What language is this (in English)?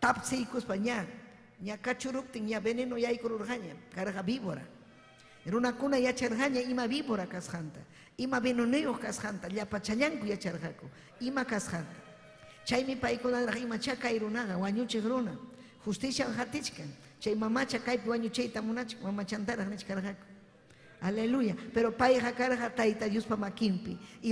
Ayacucho Quechua